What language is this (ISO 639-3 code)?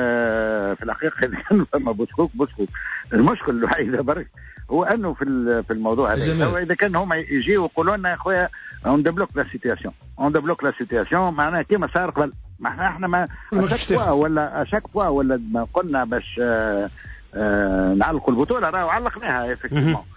aeb